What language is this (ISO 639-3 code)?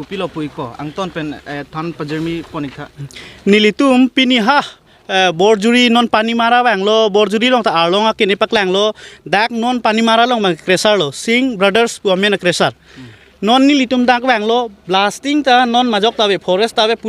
mjw